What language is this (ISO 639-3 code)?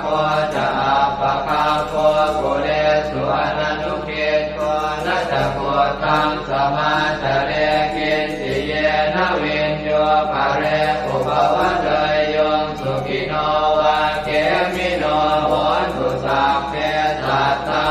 pli